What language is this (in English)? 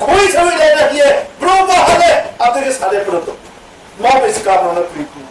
Riang (India)